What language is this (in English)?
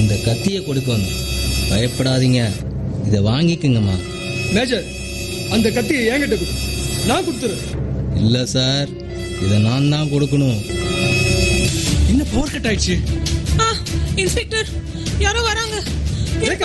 Tamil